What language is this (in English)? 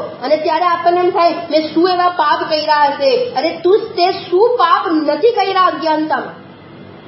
Gujarati